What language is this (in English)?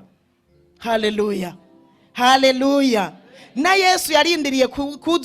Rundi